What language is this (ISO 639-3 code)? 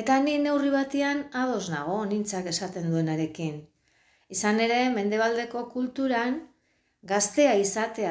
eus